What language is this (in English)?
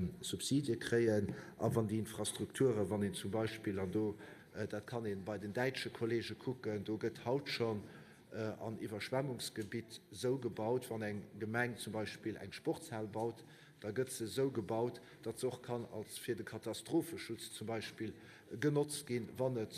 Luxembourgish